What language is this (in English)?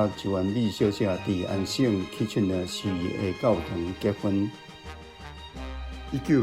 Min Nan Chinese